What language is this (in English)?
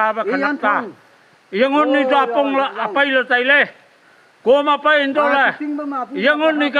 Naga Pidgin